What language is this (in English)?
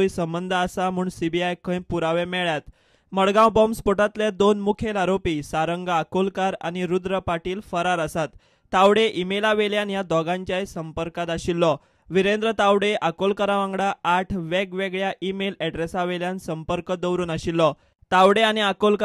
Konkani